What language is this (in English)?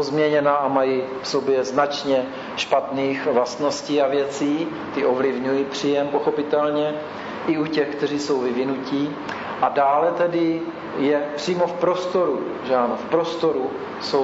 Czech